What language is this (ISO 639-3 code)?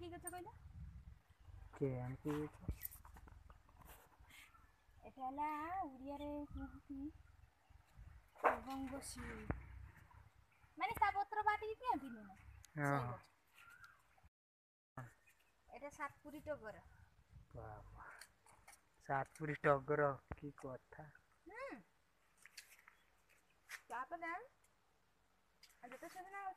ori